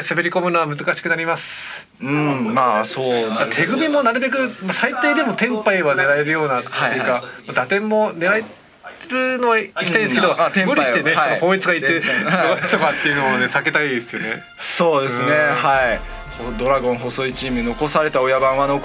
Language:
Japanese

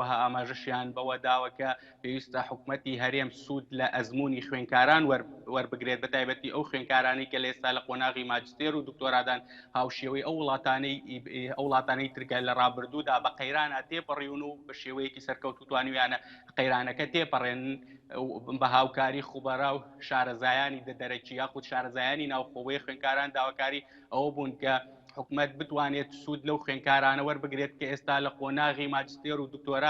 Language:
Central Kurdish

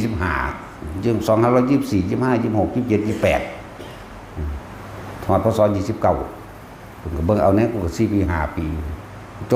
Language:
Northeastern Thai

